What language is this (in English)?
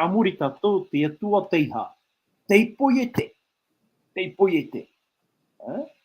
Tahitian